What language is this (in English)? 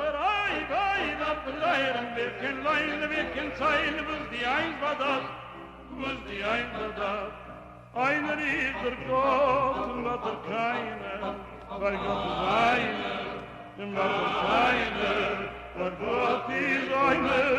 Yiddish